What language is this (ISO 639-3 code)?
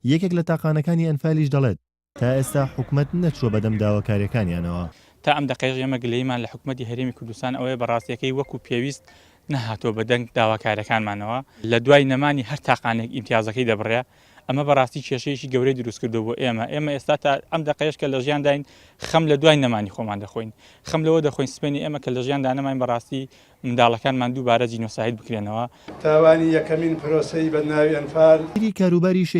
ckb